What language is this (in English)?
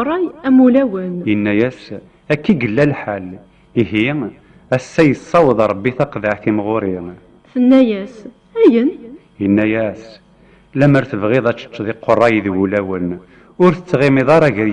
Kabyle